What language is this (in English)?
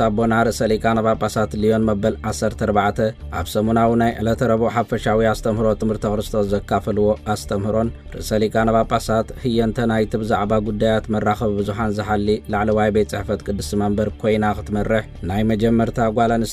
Tigrinya